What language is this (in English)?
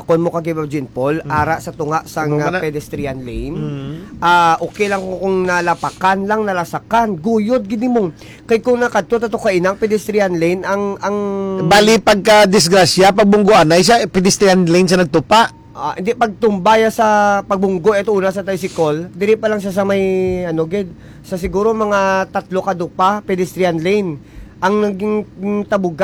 Hiligaynon